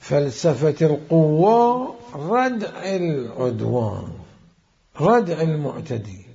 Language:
Mesopotamian Arabic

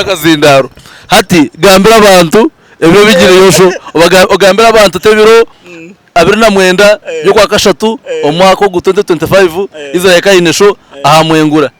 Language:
Nyankole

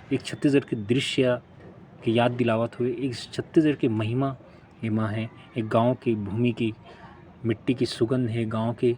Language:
Chhattisgarhi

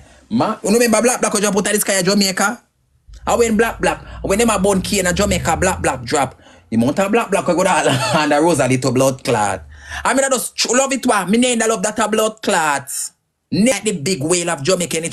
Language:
Jamaican Creole English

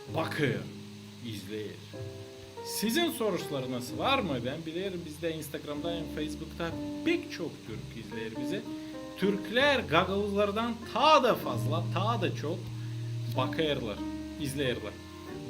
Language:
Gagauz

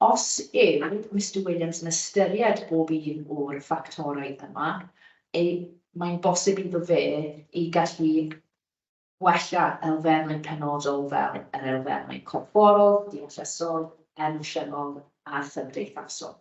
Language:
Welsh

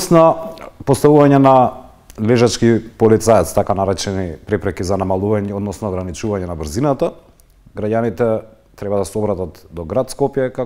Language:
Macedonian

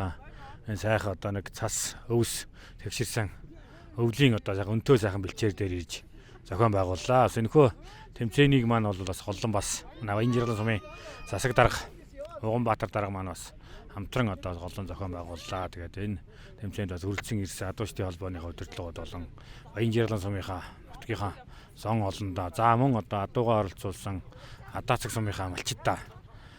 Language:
Mongolian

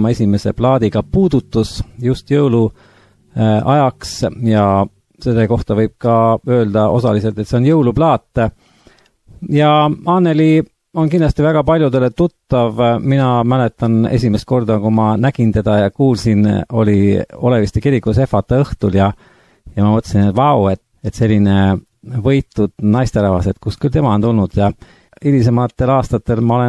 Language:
Estonian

